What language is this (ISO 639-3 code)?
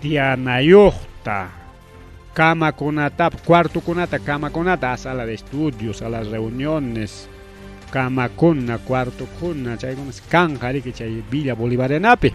quy